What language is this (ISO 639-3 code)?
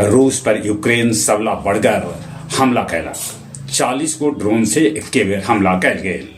mag